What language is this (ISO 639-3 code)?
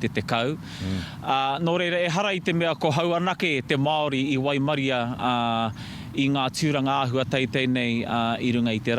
mri